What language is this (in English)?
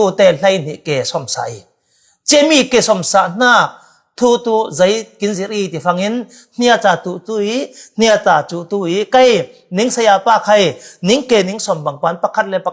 Falam Chin